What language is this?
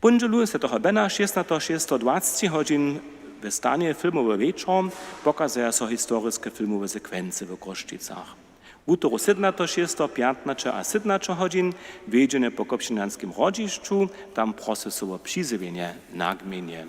Upper Sorbian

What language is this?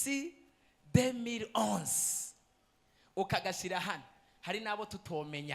Rundi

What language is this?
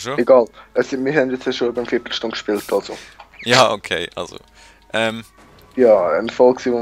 Swiss German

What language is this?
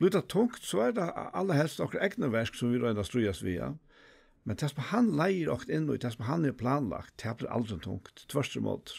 Faroese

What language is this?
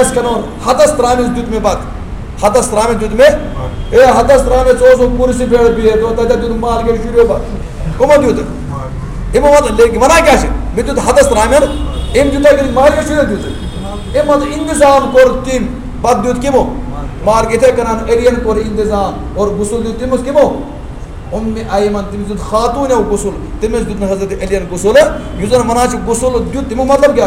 Kashmiri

